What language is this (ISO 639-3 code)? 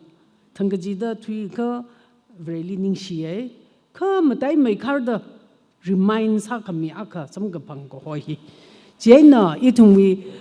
nmf